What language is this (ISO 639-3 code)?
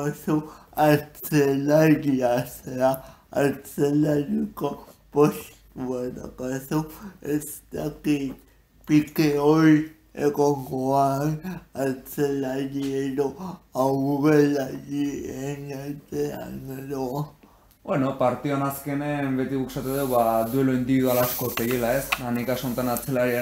eus